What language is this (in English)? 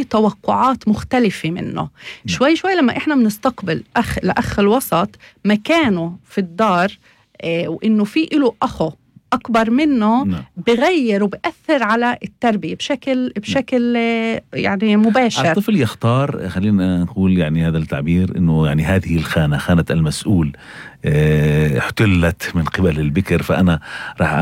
North Levantine Arabic